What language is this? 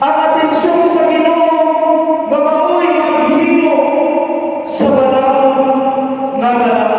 Cebuano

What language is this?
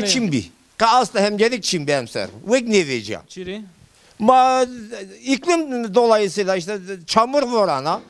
Zaza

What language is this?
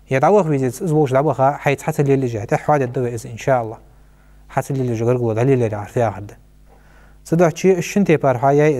Ingush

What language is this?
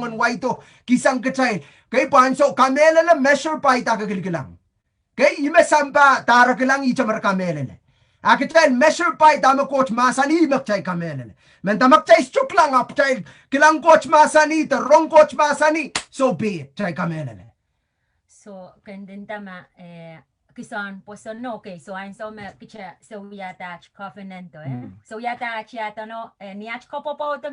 Pohnpeian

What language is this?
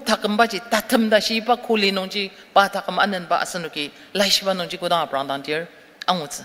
Ao Naga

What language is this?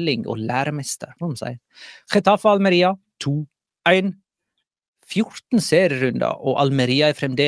Norwegian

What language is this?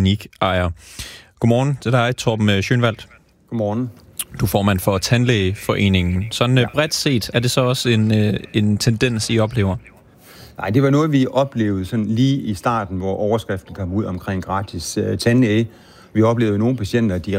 Danish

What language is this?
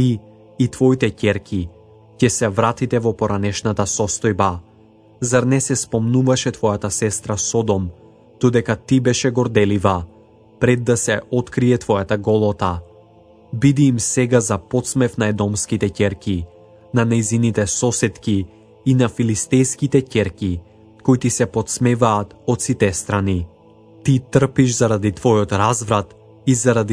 Macedonian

